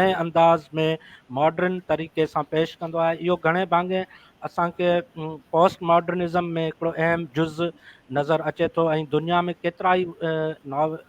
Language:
Sindhi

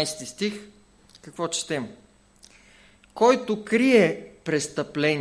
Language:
Bulgarian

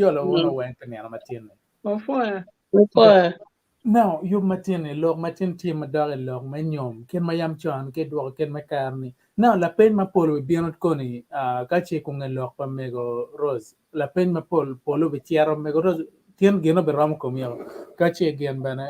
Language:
Acoli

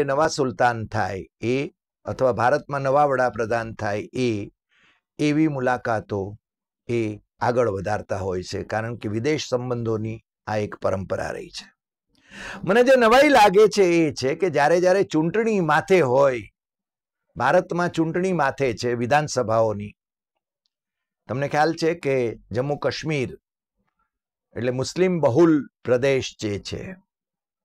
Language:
Gujarati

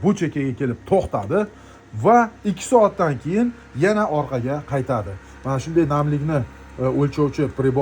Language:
Uzbek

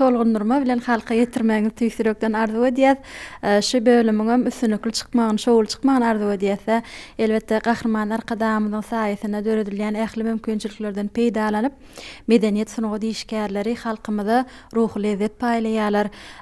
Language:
Turkmen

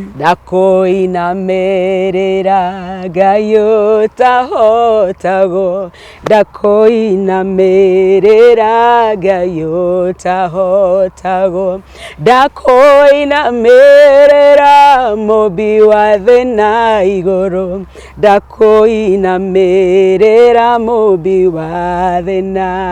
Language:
Kikuyu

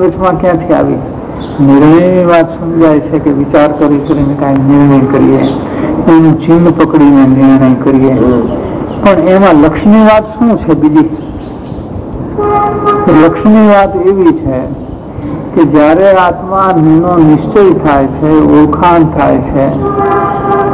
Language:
Gujarati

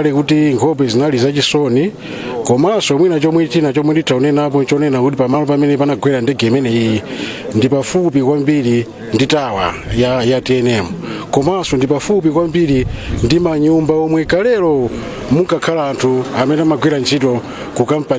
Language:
Nyanja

